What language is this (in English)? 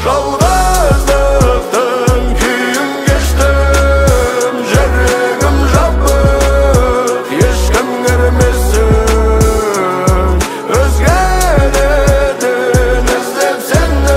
Kazakh